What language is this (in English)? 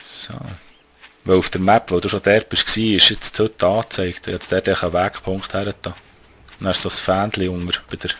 Swiss German